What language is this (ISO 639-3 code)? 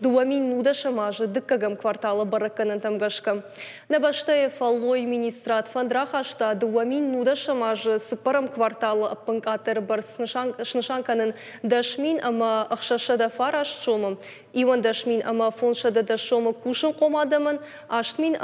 oss